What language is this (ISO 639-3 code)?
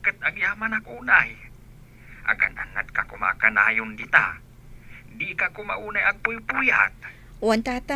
ilo